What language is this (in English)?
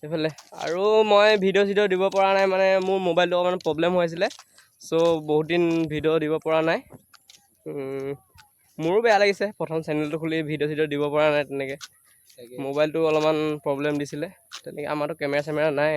Assamese